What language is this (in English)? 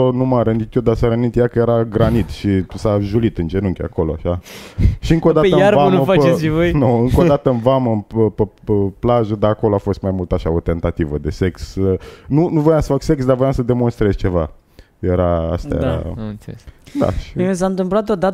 Romanian